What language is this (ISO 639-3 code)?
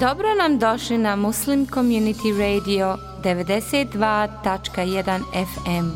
bos